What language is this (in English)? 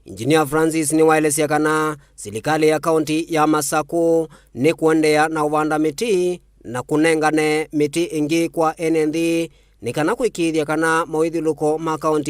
Kamba